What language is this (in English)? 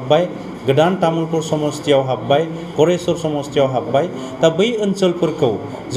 Bodo